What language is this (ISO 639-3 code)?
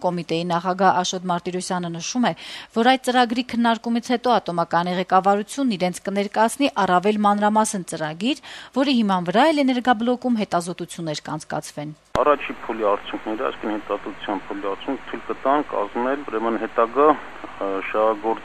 hye